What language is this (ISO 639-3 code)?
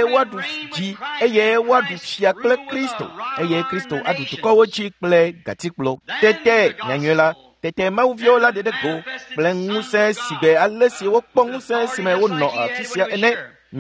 ewe